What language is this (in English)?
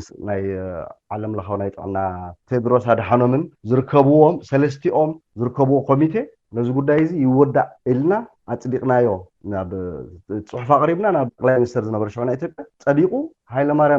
Tigrinya